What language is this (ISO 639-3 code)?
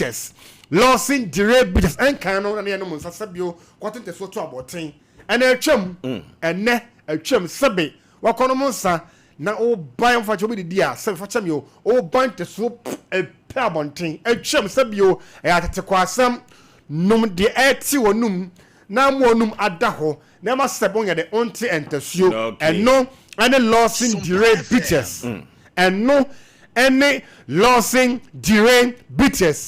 aka